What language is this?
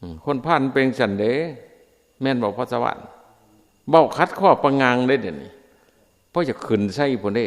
Northeastern Thai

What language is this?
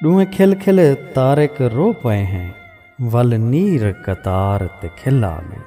Saraiki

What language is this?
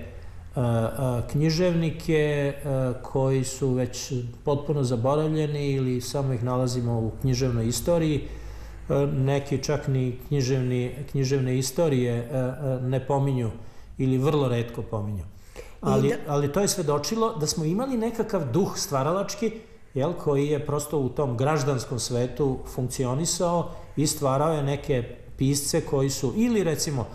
Serbian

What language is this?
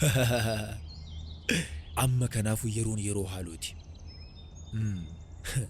Oromo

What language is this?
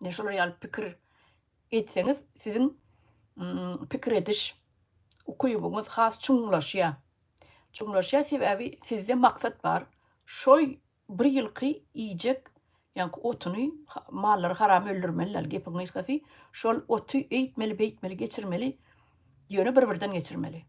Turkmen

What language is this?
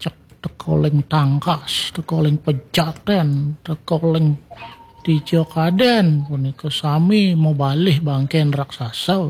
Balinese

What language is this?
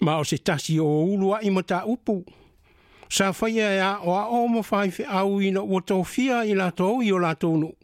Samoan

